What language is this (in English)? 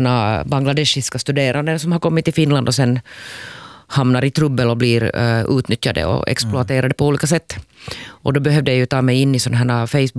Swedish